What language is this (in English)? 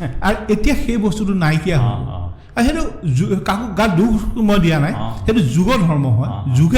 Assamese